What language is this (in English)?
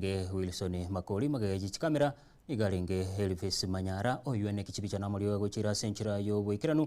Gusii